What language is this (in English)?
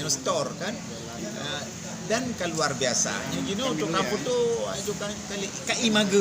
Achinese